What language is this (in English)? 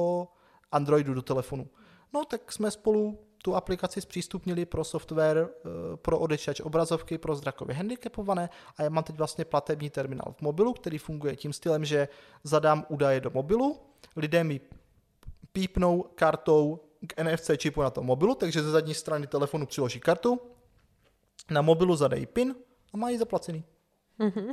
Czech